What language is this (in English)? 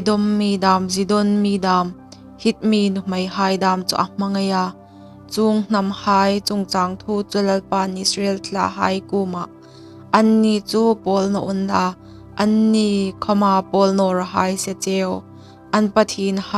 Hmar